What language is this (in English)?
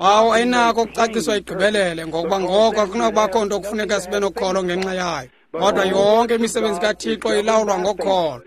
Xhosa